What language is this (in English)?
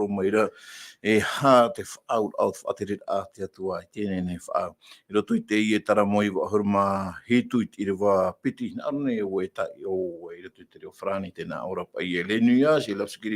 Tahitian